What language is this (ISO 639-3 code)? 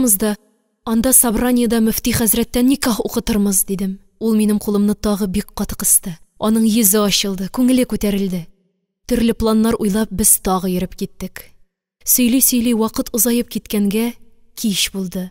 tat